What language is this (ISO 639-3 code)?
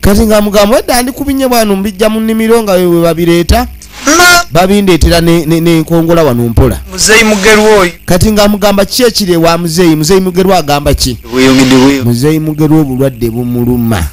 lug